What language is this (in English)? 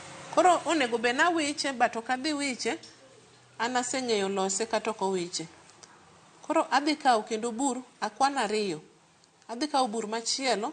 Luo (Kenya and Tanzania)